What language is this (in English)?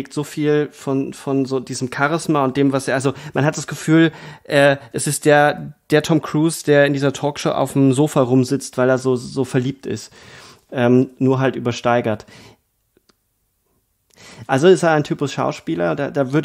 German